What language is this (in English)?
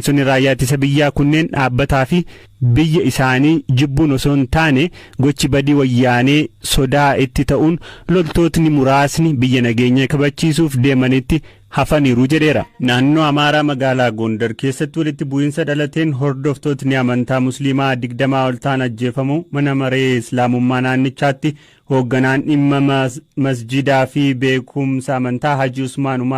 Oromo